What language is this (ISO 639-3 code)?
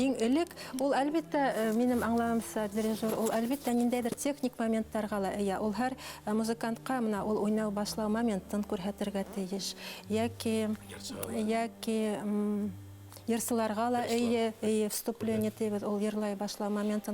bak